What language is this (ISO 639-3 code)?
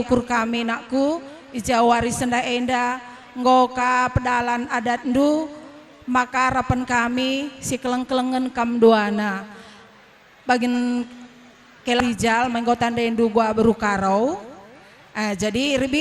btx